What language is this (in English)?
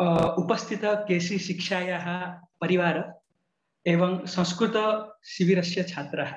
Sanskrit